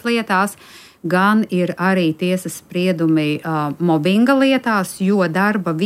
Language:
Latvian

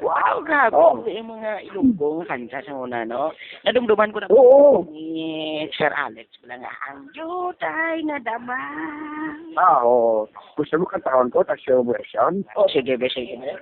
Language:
Hiligaynon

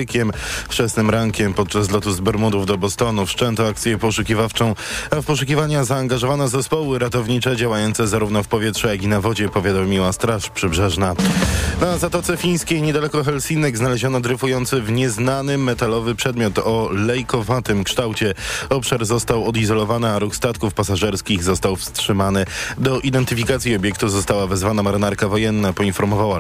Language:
Polish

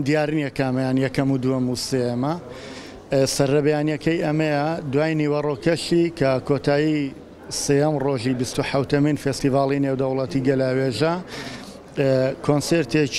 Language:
Central Kurdish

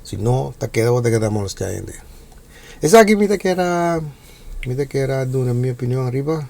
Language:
Papiamento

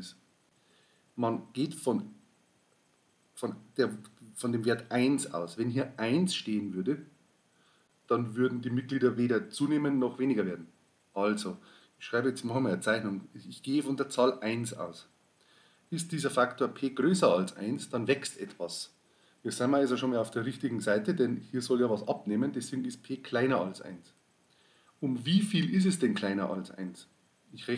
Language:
German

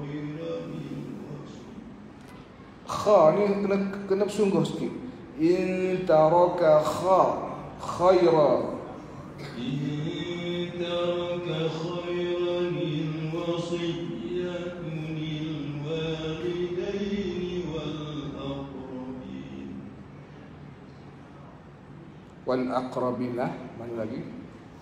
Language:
Malay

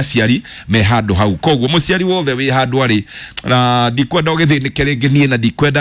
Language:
Kikuyu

